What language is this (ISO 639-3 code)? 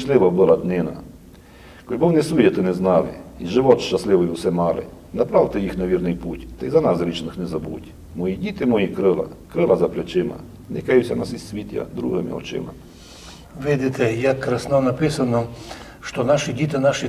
rue